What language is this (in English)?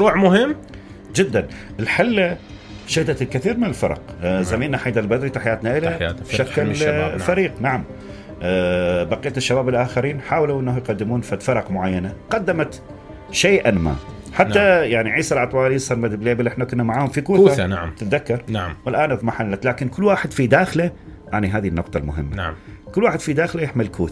Mesopotamian Arabic